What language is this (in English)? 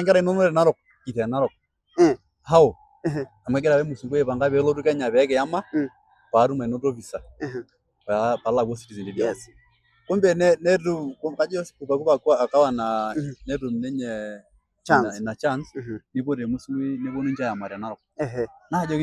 Masai